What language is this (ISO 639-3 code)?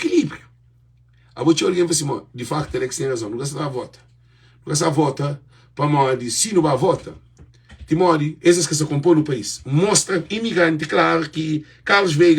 kea